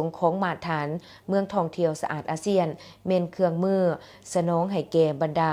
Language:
Lao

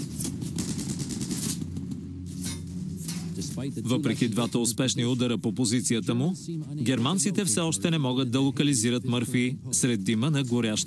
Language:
Bulgarian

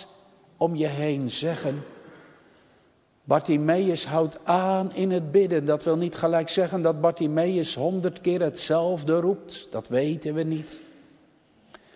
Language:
Dutch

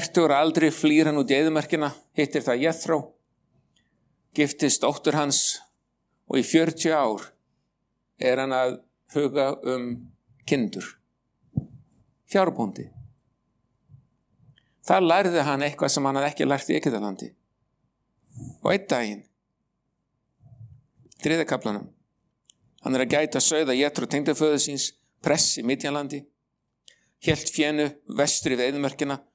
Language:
Icelandic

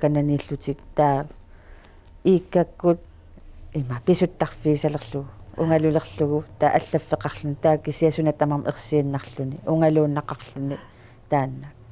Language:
Kalaallisut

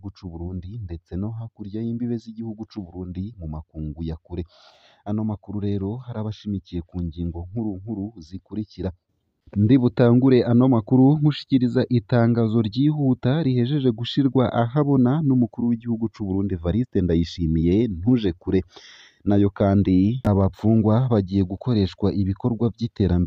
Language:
Rundi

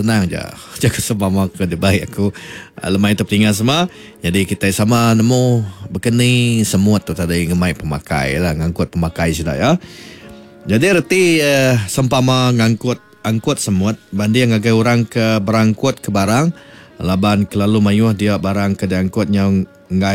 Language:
Iban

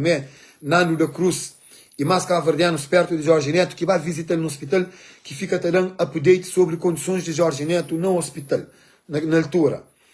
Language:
Kabuverdianu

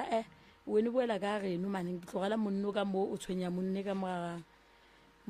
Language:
Northern Sotho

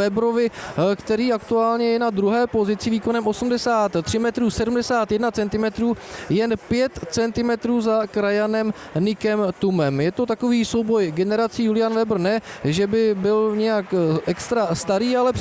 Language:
Czech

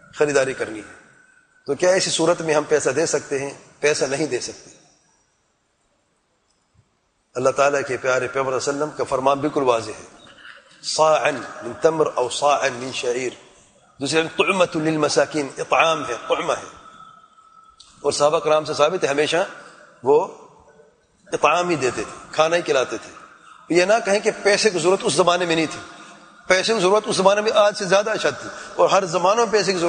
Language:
Urdu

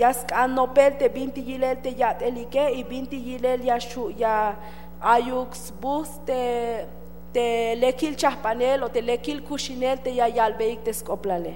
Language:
Tzeltal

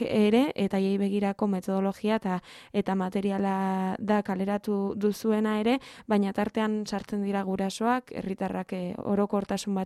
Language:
Basque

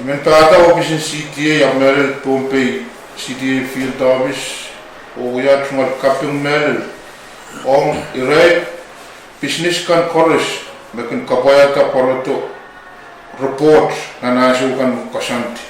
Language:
Pohnpeian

